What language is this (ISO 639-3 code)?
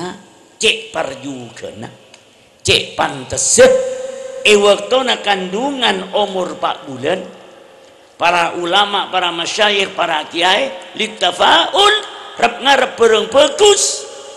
mad